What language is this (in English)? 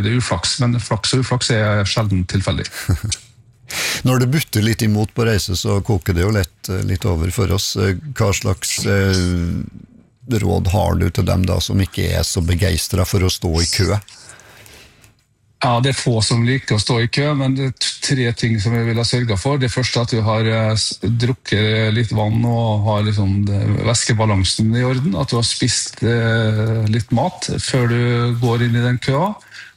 Norwegian